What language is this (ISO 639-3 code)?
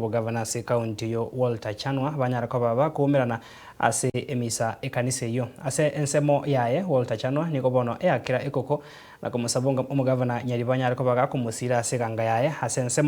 guz